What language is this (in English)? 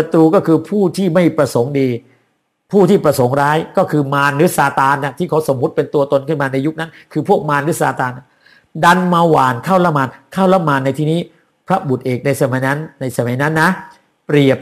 Thai